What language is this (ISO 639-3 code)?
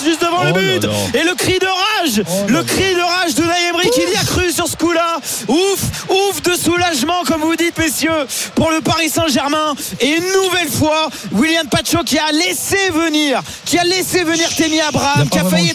fra